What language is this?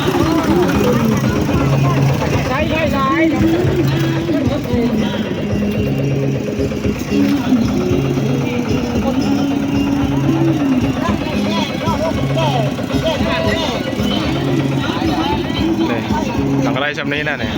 Northeastern Thai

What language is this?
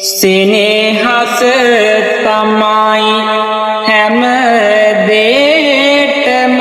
Sinhala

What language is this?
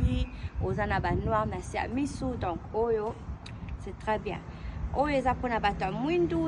Lingala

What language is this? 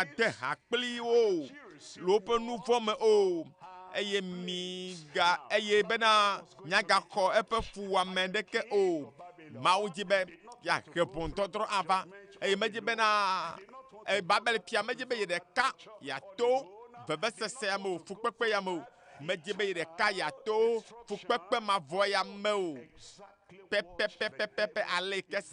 Ewe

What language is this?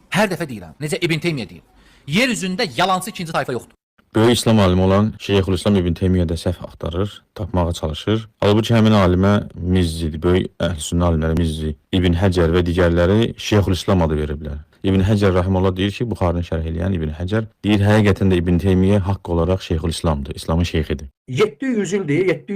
Azerbaijani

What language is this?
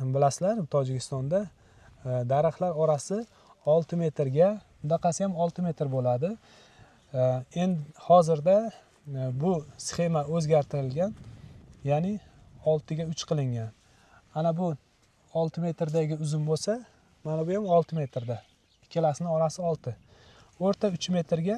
Uzbek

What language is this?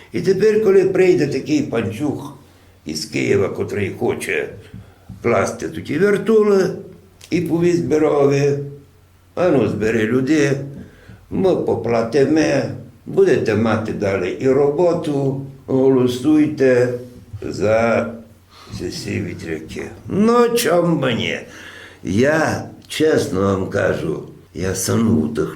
Rusyn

